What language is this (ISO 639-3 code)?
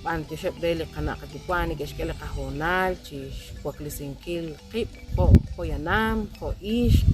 kek